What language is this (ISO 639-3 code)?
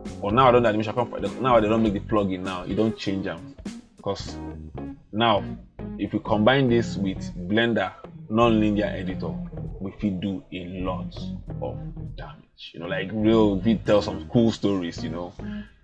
pcm